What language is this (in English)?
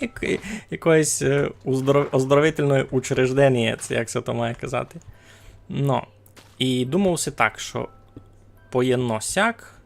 Rusyn